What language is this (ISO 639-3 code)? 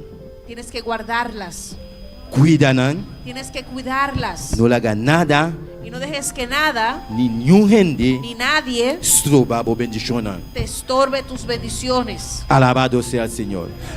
pap